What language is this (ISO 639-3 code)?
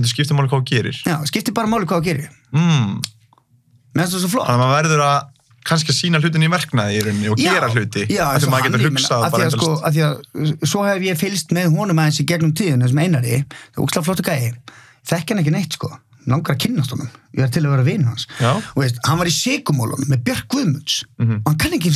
isl